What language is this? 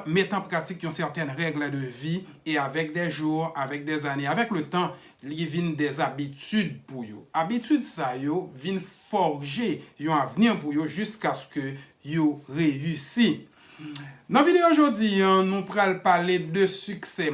Haitian Creole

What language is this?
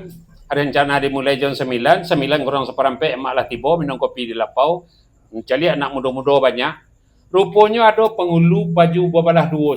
Minangkabau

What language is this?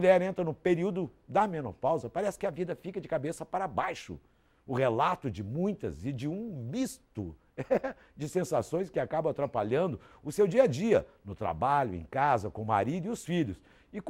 Portuguese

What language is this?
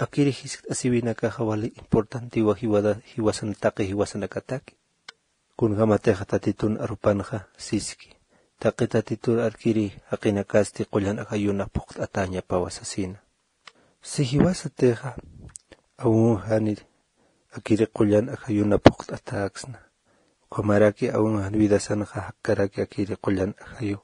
Aymara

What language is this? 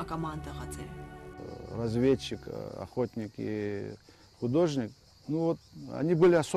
Abkhazian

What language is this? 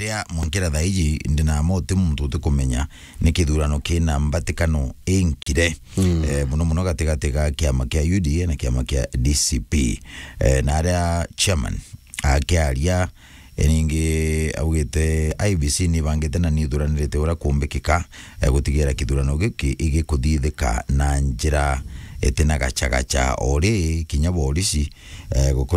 Meru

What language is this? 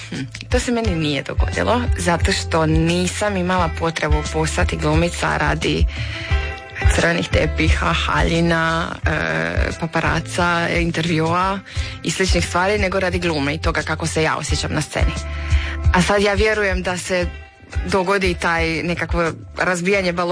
Croatian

